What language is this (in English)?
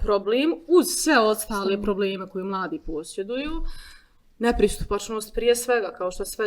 Bosnian